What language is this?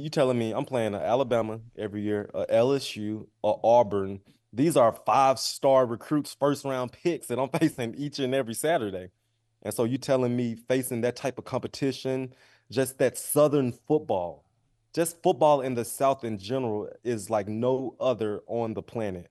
English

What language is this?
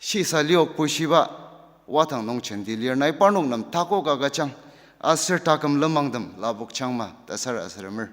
Ao Naga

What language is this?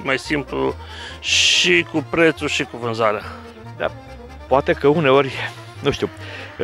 Romanian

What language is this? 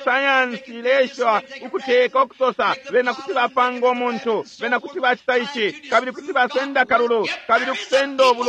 Bemba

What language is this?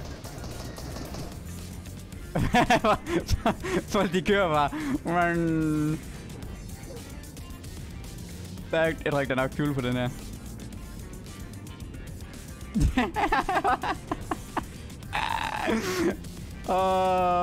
Danish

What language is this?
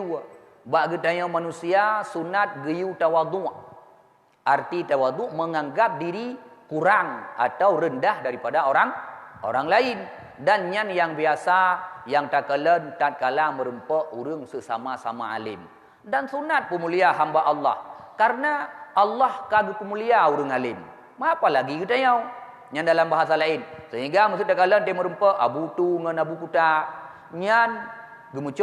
Achinese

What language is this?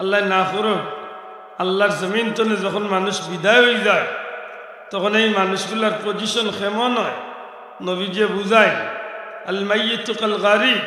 Sylheti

